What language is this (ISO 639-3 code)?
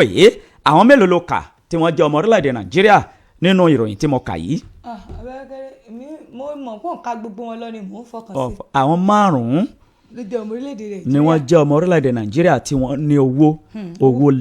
yor